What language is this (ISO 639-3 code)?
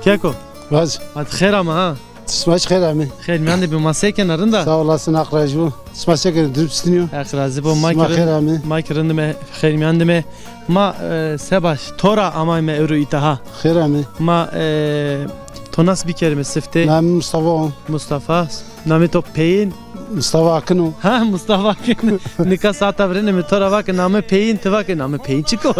zza